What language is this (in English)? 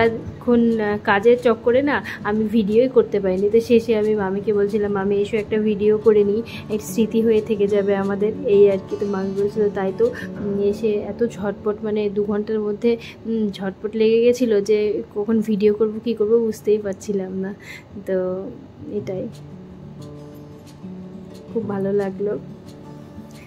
Bangla